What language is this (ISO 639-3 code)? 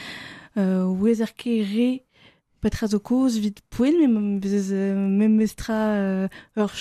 bre